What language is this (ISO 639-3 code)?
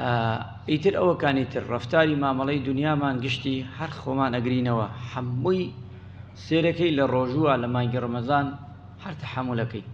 ckb